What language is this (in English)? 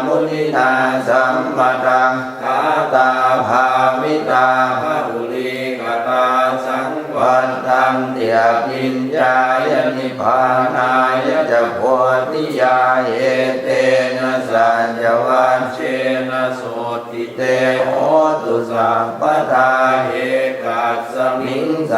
Pali